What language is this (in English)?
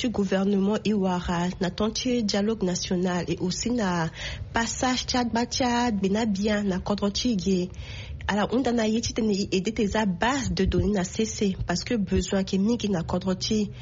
Sango